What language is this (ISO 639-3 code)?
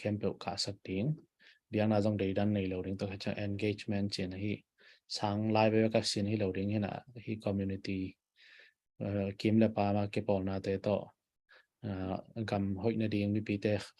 ctd